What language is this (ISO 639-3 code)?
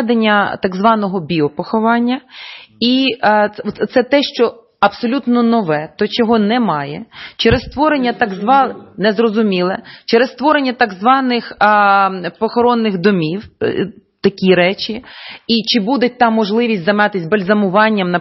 ukr